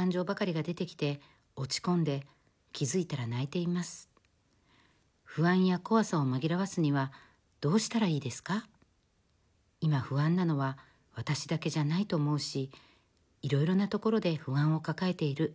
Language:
Japanese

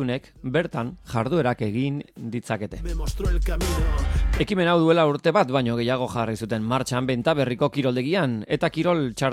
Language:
Basque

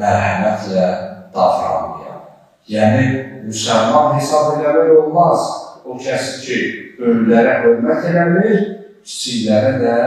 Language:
Azerbaijani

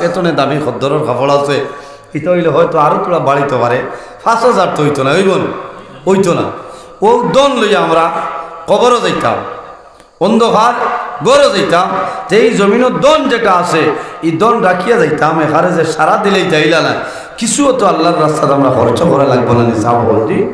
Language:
Sylheti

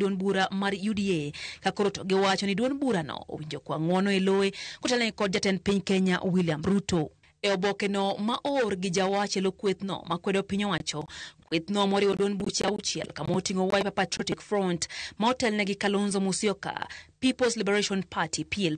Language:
Luo (Kenya and Tanzania)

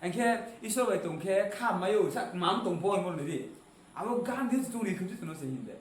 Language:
Riang (India)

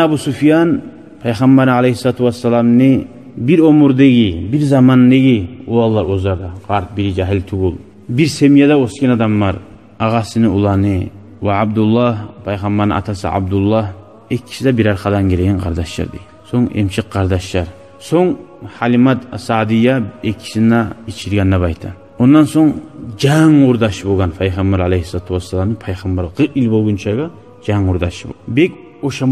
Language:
Kumyk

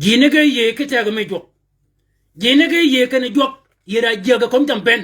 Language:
Shilluk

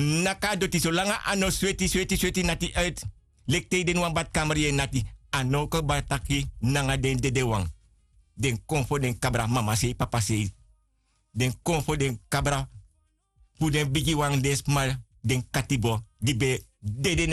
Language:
Sranan Tongo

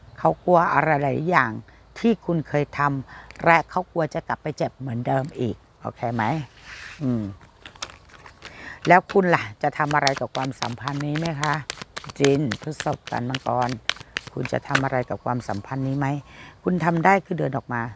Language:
Thai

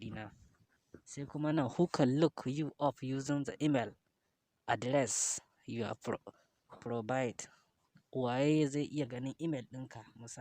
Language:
Hausa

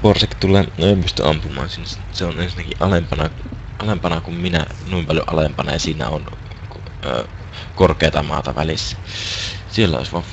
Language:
Finnish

